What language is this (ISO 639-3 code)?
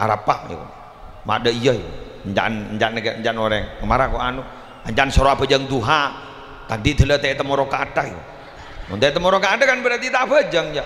mad